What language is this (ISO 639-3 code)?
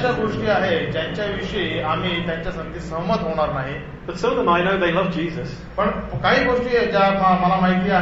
mar